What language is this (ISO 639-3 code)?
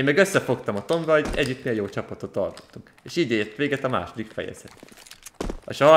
hun